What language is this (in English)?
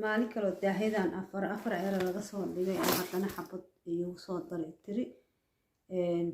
Somali